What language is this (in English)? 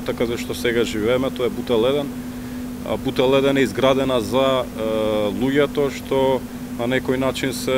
Macedonian